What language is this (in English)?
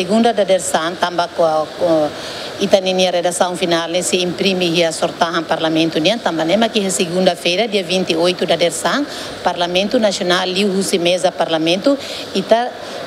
Tetum